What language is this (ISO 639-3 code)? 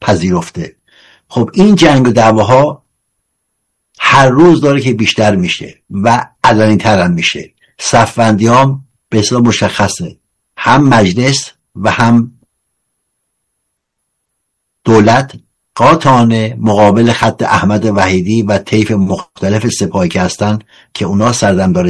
fas